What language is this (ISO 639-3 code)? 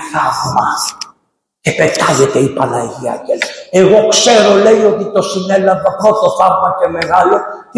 ell